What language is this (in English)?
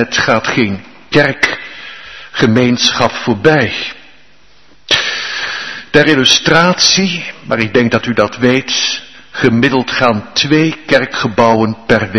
Dutch